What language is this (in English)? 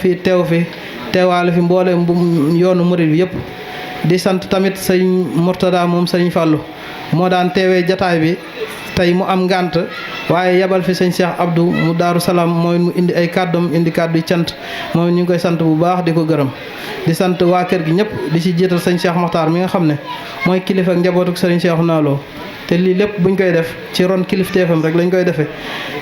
Wolof